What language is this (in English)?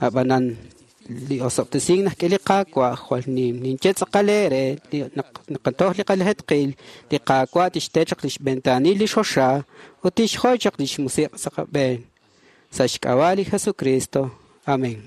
Kekchí